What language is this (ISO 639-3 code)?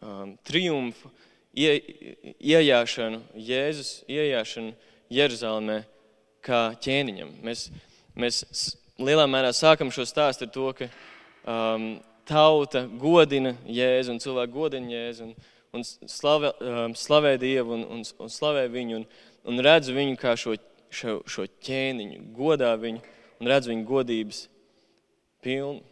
lav